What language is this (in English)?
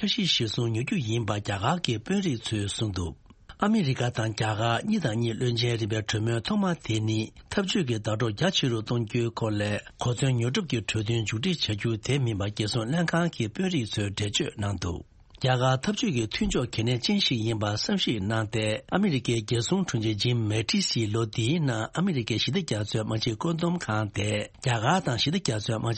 Tibetan